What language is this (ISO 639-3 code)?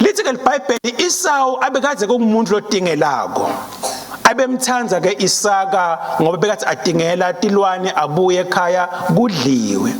ssw